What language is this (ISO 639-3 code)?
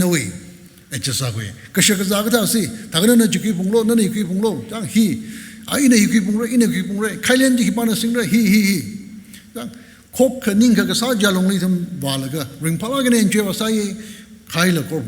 nmf